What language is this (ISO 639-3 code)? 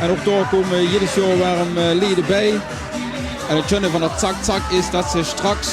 lim